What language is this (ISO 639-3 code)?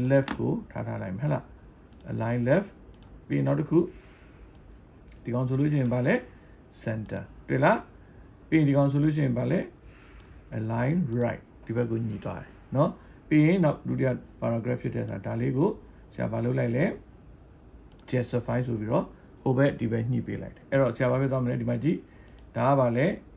mya